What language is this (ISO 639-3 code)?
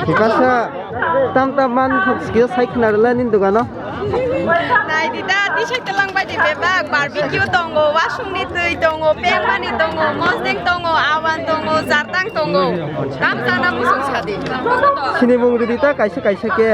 trp